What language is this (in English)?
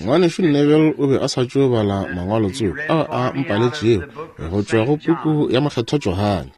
Northern Sotho